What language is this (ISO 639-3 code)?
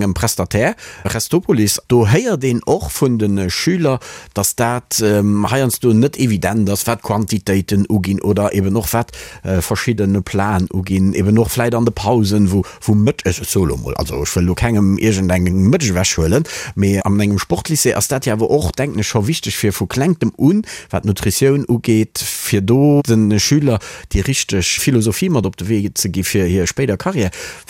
ltz